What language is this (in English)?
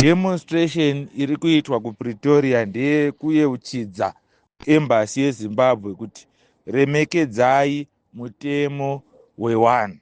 Shona